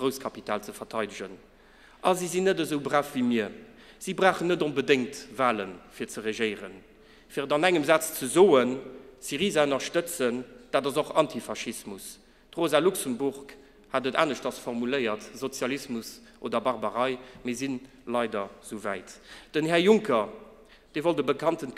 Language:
Luxembourgish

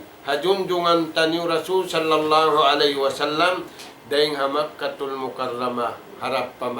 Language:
Tausug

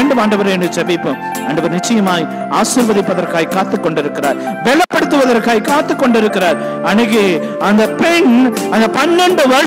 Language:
Tamil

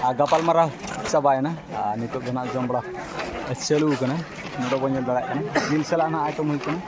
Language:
Santali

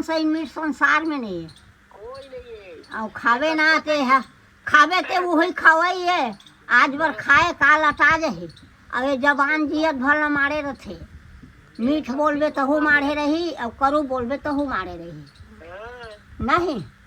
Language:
Chhattisgarhi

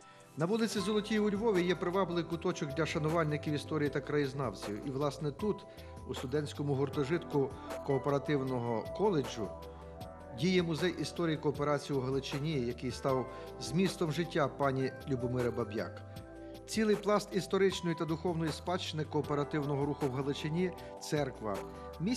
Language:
Ukrainian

